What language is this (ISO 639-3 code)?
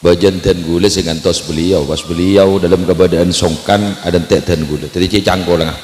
mad